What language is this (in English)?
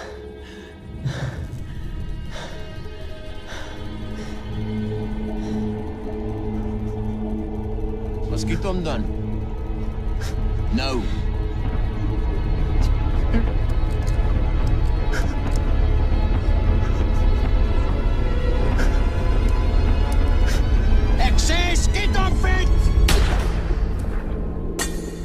Afrikaans